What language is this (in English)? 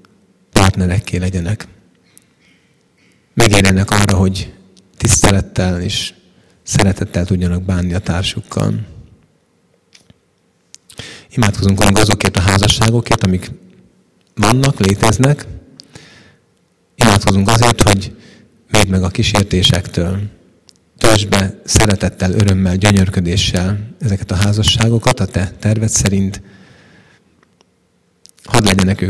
Hungarian